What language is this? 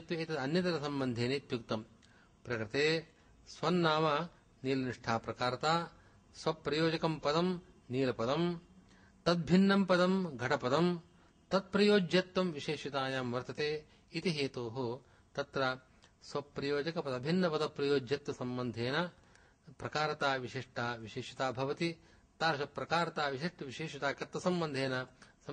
Sanskrit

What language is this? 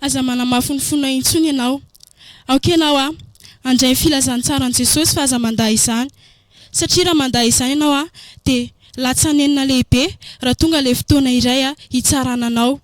Malagasy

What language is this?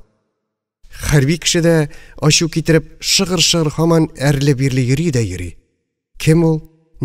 Tatar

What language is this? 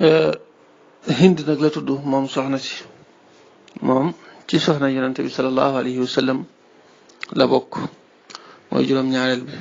Wolof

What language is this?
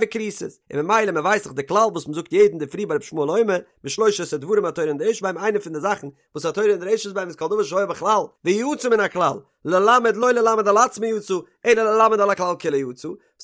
Yiddish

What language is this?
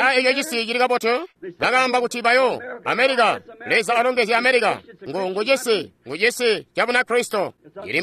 Tonga (Zambia)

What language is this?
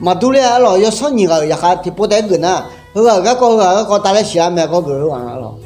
Akha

